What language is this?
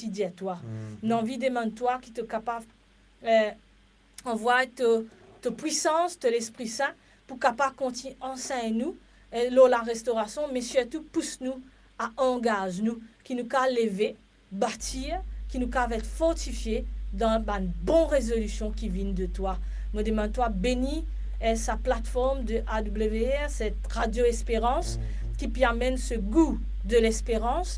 Morisyen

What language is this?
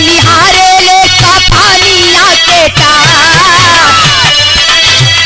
Bhojpuri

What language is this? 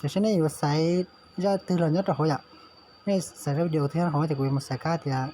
Hmong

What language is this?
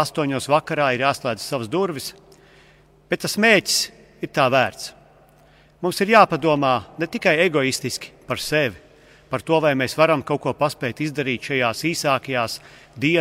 Latvian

